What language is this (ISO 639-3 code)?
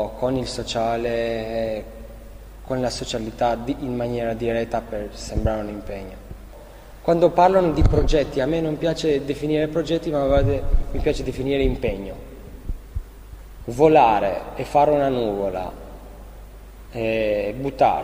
ita